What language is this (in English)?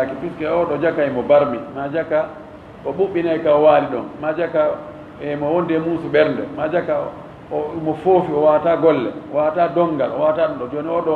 Fula